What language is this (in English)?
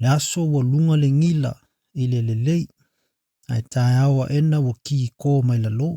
Samoan